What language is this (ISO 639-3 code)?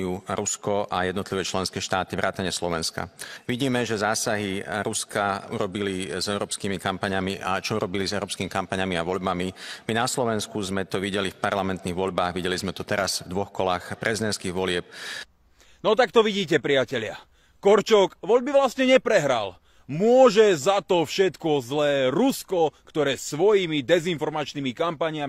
slk